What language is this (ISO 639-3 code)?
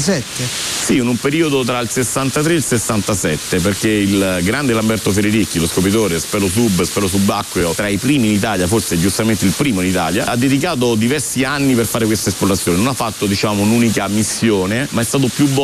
ita